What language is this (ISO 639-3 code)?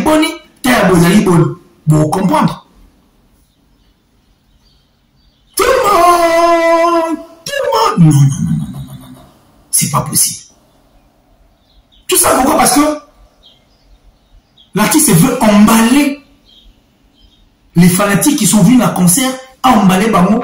fra